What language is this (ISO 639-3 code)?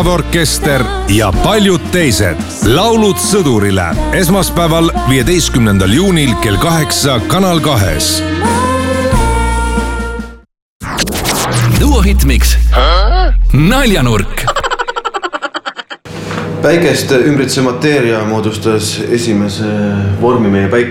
est